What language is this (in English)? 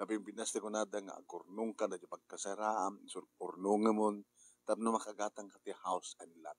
Iloko